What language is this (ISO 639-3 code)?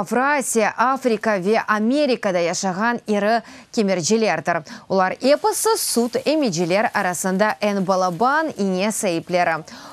crh